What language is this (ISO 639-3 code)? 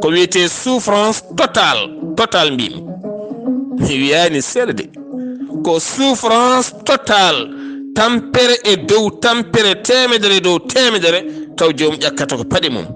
ful